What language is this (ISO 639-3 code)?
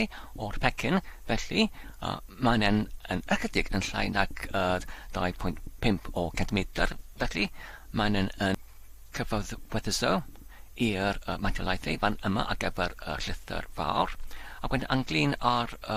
cym